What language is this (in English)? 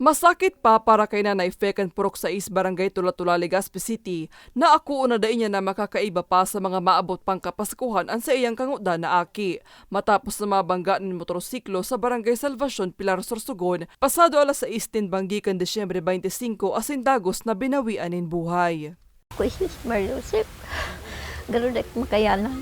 Bikol